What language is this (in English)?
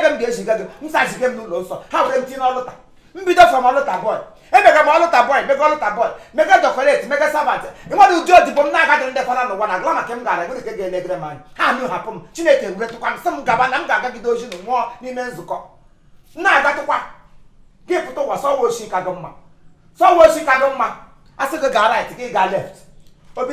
Igbo